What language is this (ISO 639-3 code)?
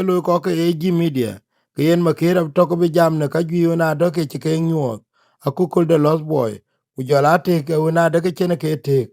din